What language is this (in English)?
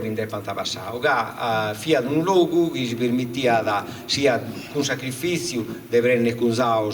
Sardinian